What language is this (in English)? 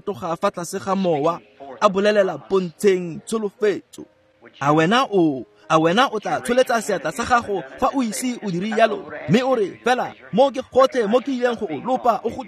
Tswana